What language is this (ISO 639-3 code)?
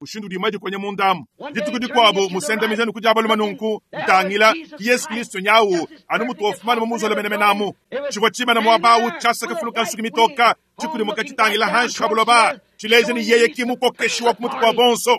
lua